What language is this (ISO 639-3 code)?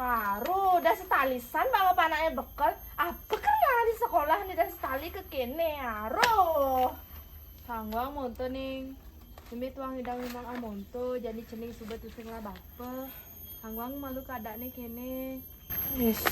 ban